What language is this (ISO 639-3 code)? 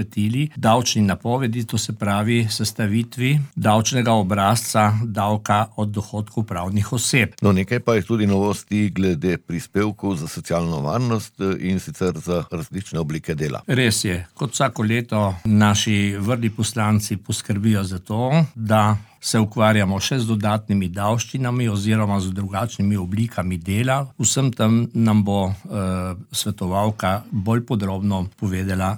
slv